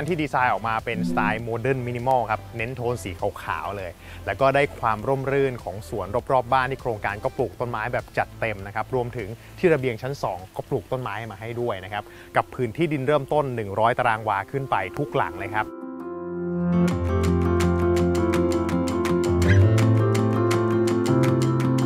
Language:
Thai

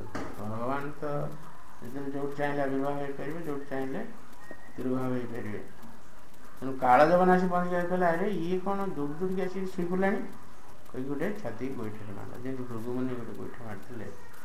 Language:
Odia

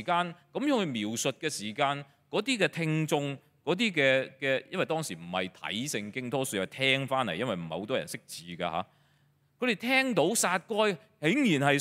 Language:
Cantonese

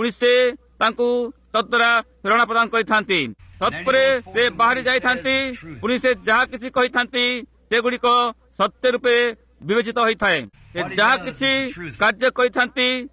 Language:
Odia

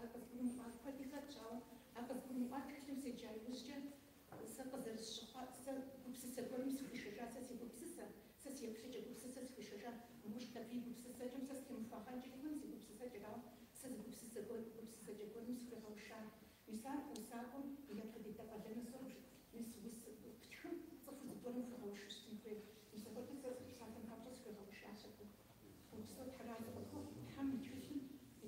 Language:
Kabardian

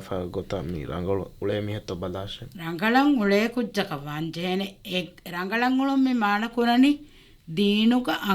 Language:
Divehi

